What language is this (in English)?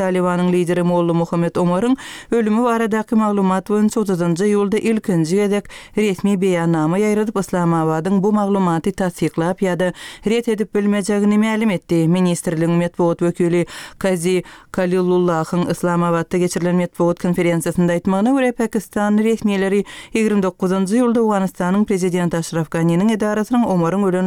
Turkmen